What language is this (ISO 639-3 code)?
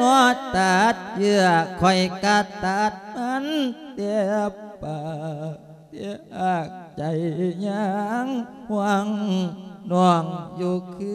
lao